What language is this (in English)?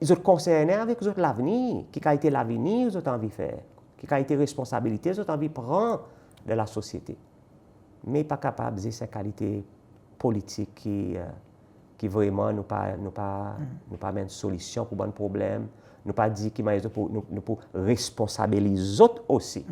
Seselwa Creole French